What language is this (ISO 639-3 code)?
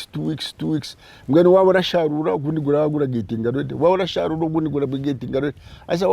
nyn